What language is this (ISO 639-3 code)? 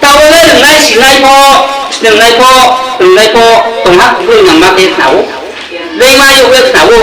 ria